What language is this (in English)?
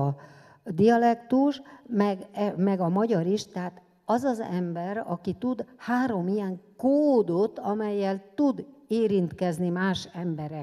Hungarian